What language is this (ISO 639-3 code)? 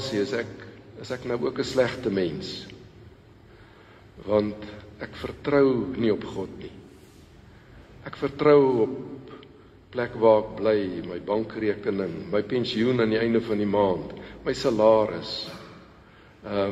afr